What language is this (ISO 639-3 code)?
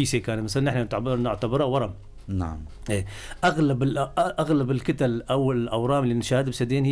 apc